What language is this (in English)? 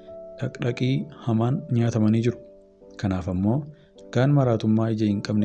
Oromo